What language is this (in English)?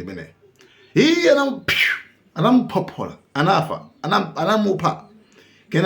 Nyanja